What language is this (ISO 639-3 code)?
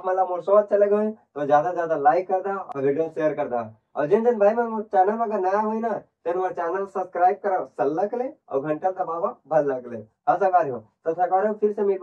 hne